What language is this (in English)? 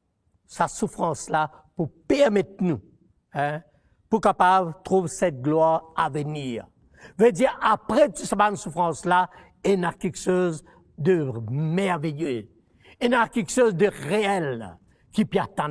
Morisyen